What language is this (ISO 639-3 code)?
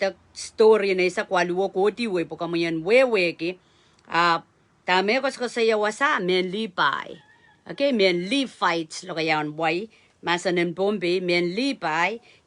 pon